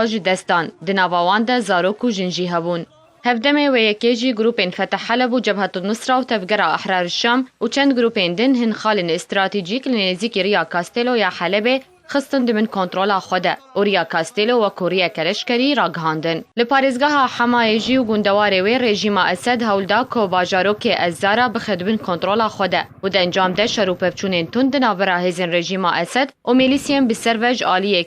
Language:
Kurdish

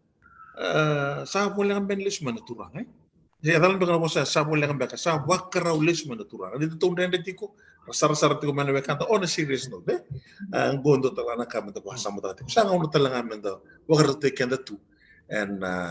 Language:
Fijian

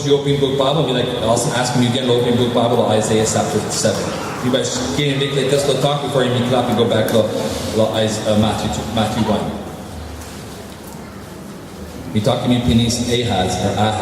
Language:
Tok Pisin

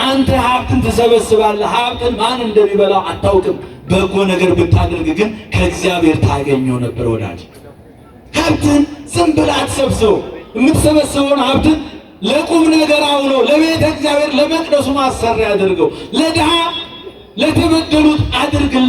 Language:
Amharic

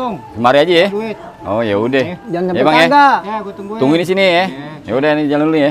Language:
Betawi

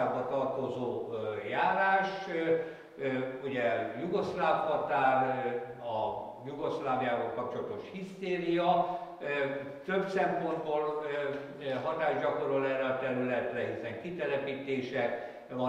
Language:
Hungarian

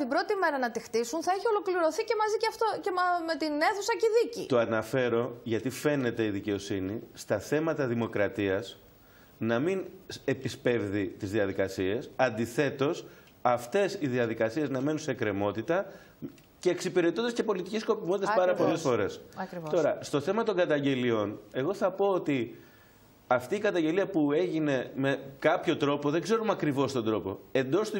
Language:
Greek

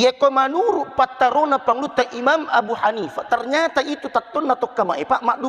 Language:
Buginese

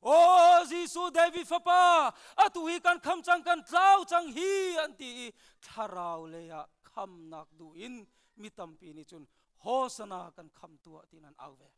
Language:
Hakha Chin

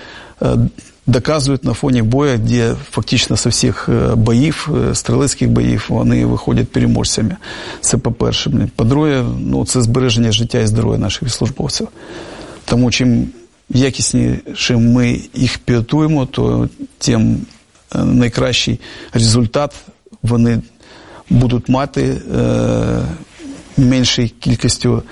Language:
Ukrainian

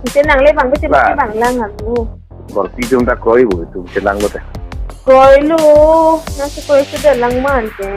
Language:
Karbi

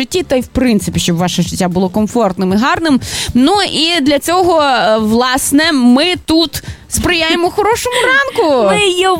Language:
Ukrainian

